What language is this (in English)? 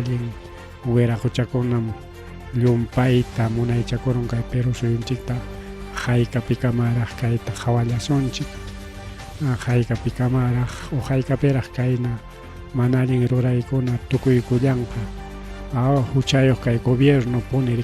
Ayacucho Quechua